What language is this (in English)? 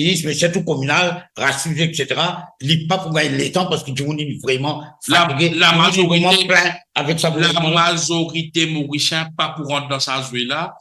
Morisyen